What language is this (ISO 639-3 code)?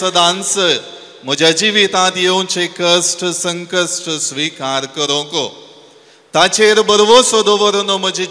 kok